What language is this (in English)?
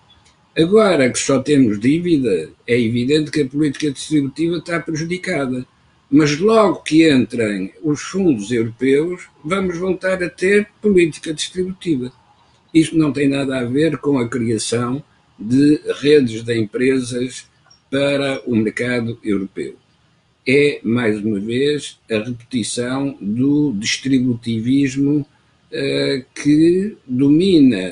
Portuguese